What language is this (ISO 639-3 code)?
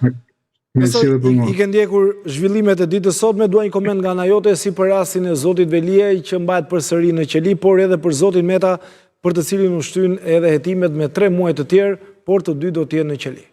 sqi